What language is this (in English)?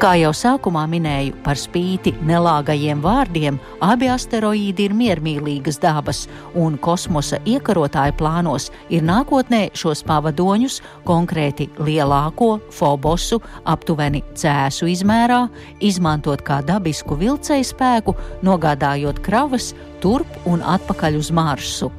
Latvian